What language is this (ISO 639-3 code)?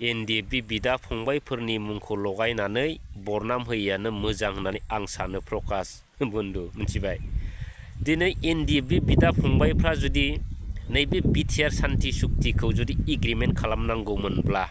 brx